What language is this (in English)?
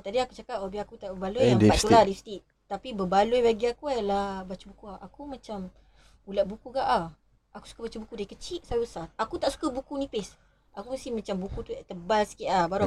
Malay